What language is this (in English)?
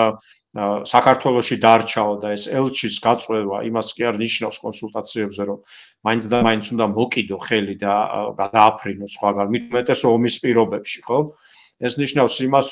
Georgian